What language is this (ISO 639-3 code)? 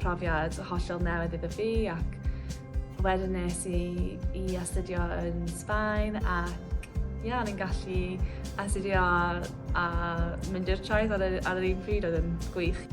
cym